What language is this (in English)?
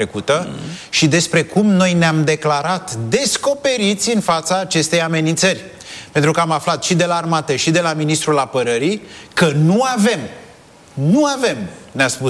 Romanian